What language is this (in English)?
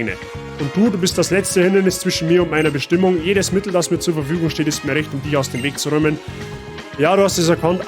Bavarian